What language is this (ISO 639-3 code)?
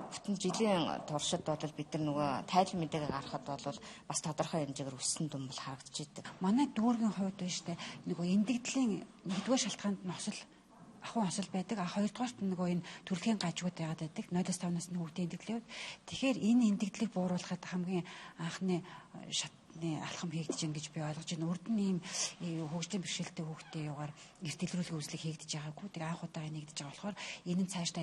mon